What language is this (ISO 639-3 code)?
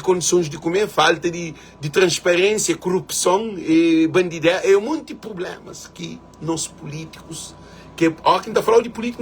kea